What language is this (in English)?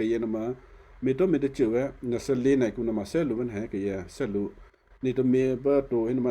Western Kayah